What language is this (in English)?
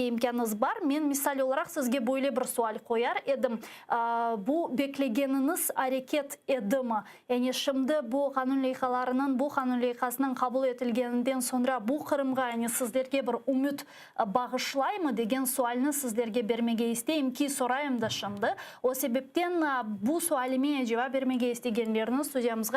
Crimean Tatar